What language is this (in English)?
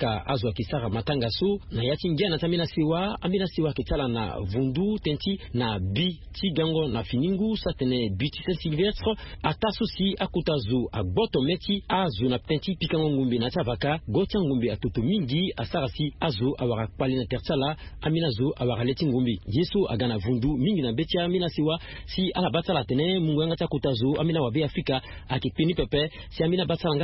Sango